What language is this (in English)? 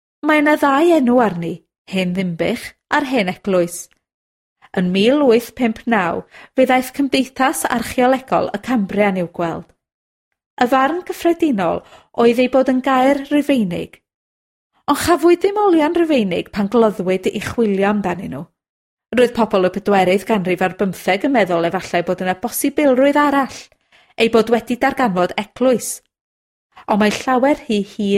Welsh